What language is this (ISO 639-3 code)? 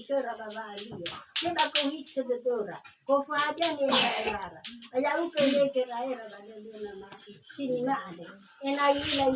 nia